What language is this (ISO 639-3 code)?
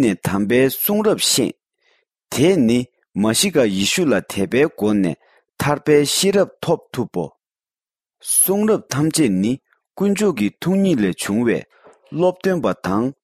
bod